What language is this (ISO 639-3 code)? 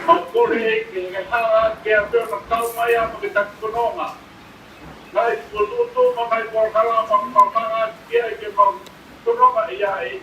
ton